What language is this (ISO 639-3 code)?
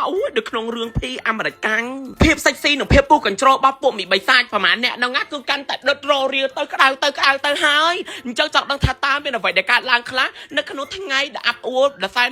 khm